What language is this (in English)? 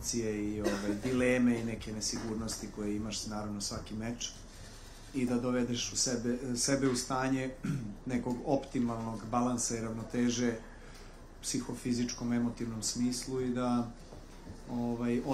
Serbian